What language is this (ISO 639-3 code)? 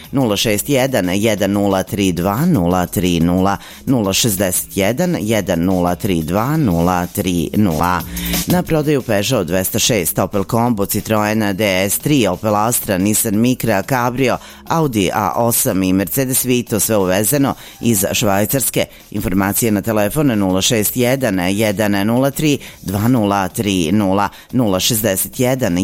srp